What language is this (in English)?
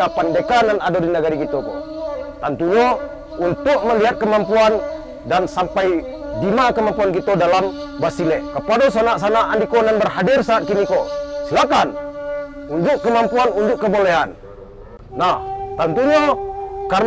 Minangkabau